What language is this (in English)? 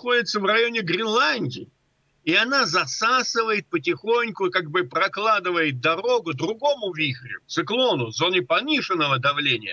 Russian